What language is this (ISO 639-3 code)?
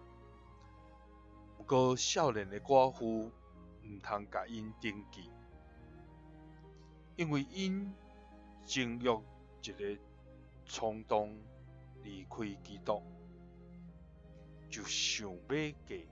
nan